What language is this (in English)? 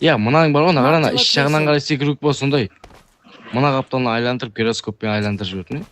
Kara-Kalpak